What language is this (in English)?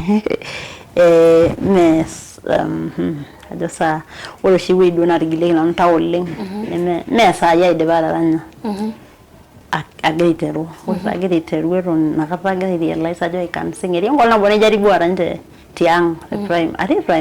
Masai